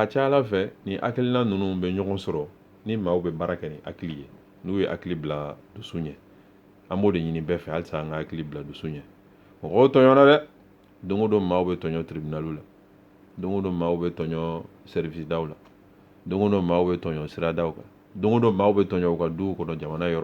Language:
Bambara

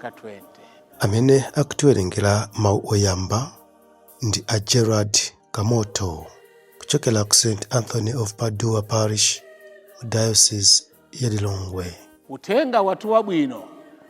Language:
Nyanja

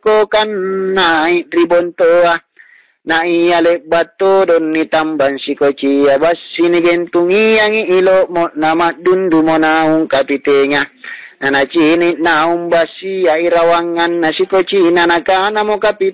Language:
Makasar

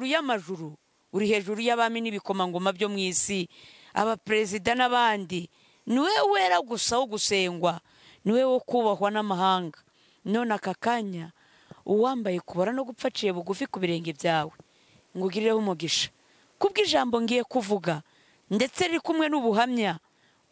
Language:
Kinyarwanda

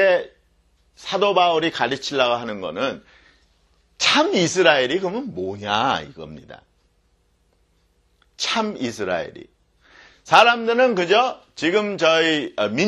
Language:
Korean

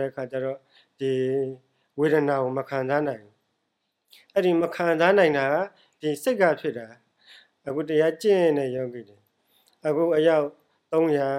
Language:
Burmese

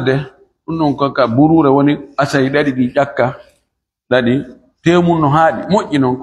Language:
Fula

